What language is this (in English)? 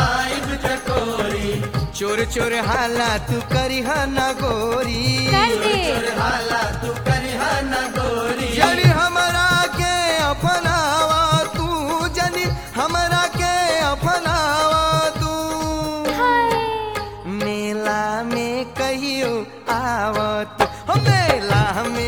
Bhojpuri